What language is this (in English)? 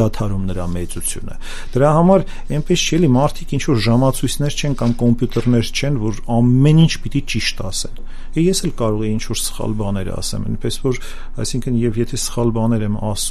Armenian